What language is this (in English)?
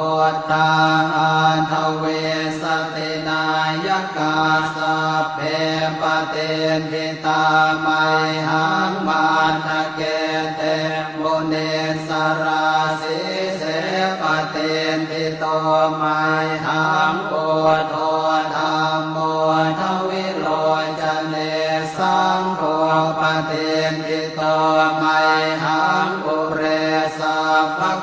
Pali